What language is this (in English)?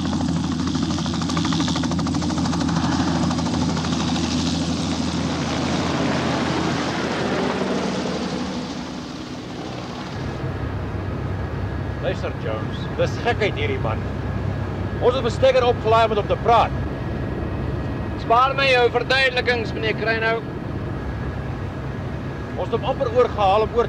Afrikaans